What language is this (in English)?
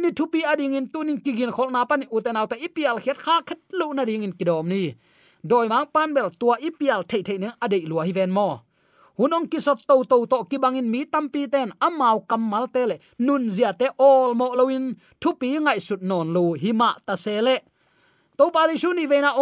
Tedim Chin